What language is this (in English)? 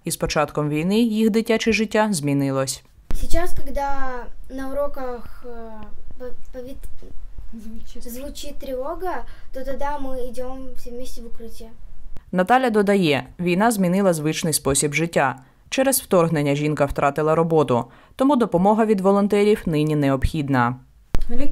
Ukrainian